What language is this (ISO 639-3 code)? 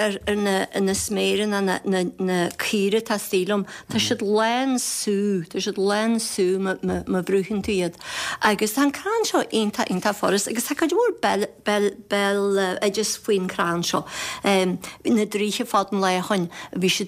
gle